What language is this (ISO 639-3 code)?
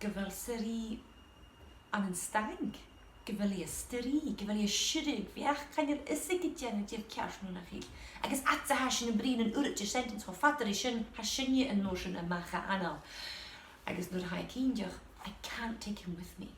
gla